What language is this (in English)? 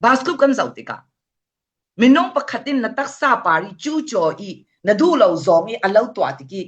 Falam Chin